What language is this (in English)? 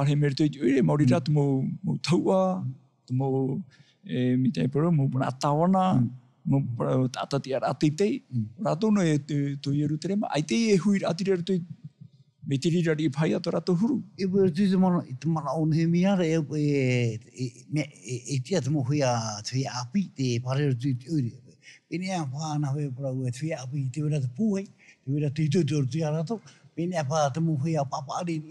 Tahitian